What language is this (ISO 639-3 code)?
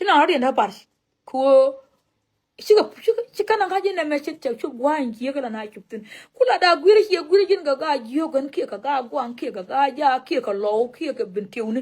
nus